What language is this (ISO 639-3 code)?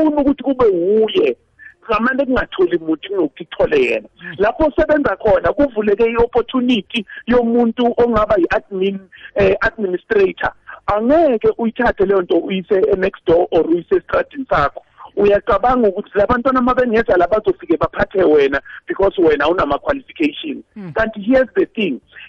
nbl